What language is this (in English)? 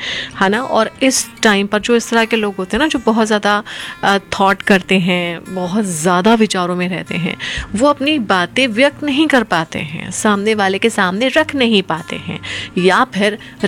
Hindi